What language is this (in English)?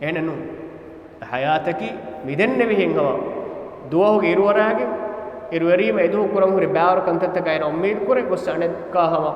Divehi